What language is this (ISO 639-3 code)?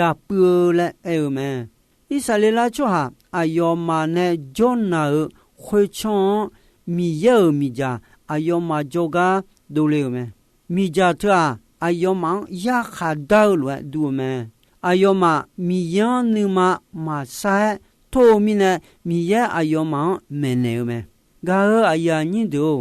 ahk